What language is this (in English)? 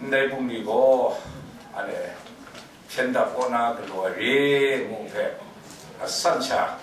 Kachin